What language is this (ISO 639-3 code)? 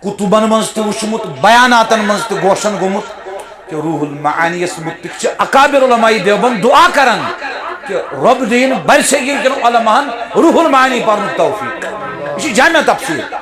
kas